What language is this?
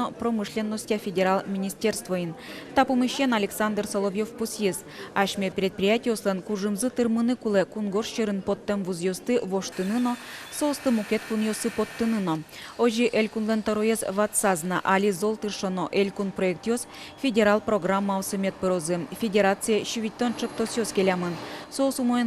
Udmurt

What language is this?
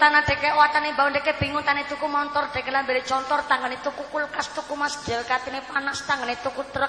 Javanese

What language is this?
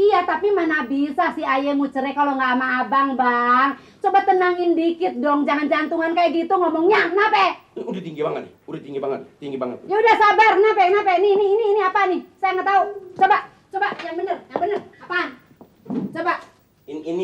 Betawi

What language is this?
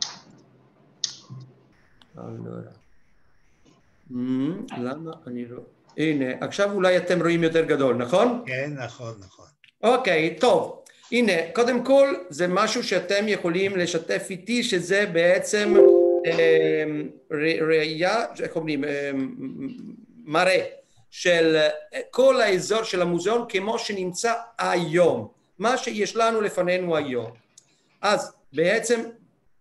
Hebrew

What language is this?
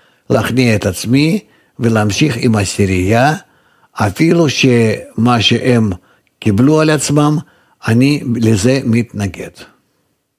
Hebrew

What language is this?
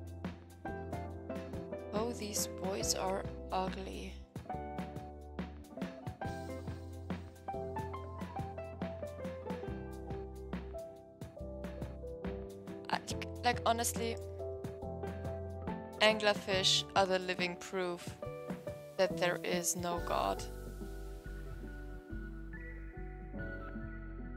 English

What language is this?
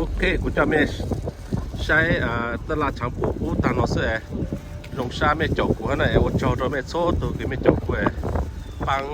Hmong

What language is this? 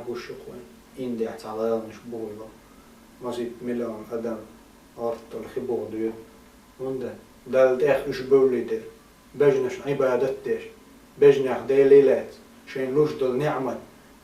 Chechen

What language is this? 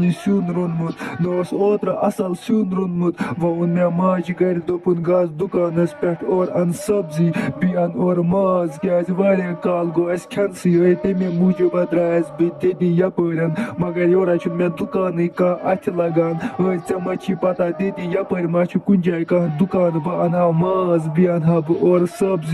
Kashmiri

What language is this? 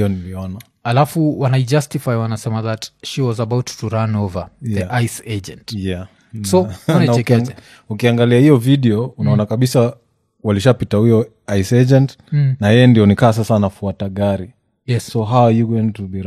Swahili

